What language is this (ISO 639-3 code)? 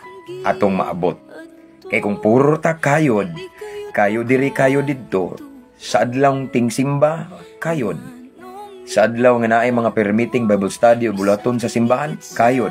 ceb